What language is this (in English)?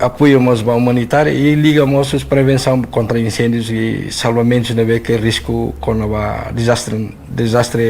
Tetum